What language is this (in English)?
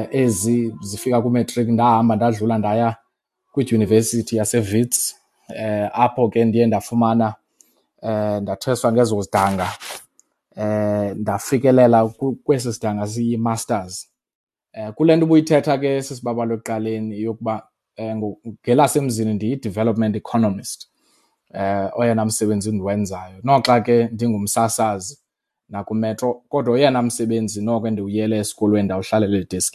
Xhosa